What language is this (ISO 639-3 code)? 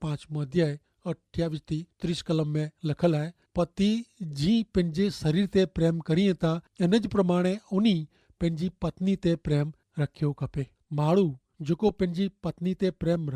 kfr